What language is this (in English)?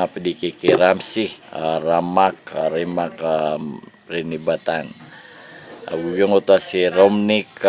Maranao